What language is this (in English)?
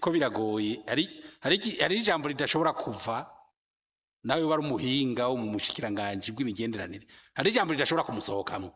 Rundi